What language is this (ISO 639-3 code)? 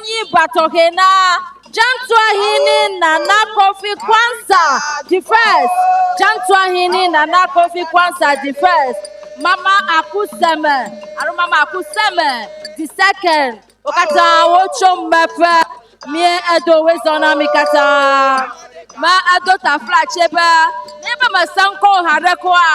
ewe